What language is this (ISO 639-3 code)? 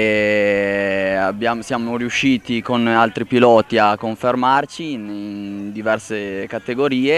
ita